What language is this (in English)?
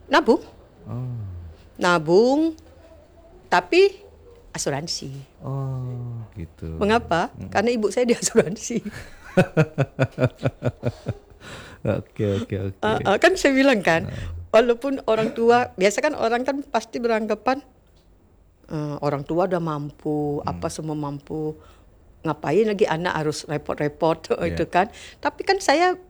Indonesian